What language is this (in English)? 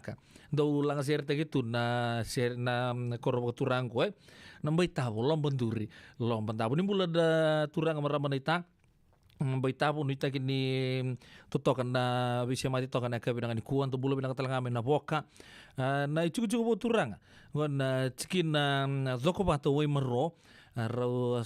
Fijian